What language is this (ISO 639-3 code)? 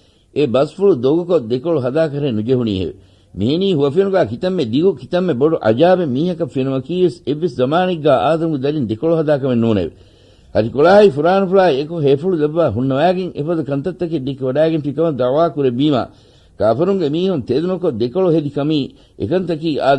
div